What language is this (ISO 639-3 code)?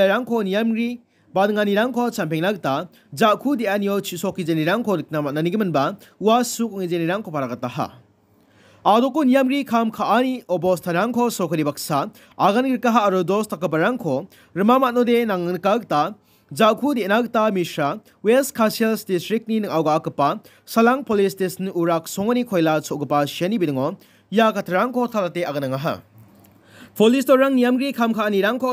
grt